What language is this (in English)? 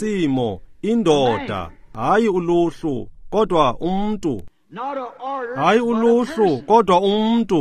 Xhosa